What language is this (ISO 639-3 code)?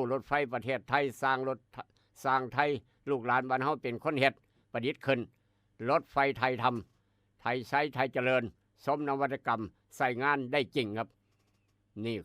tts